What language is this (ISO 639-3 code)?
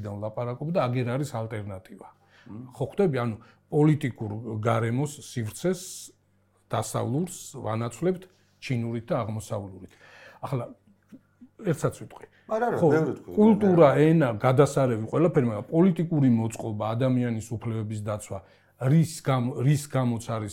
kat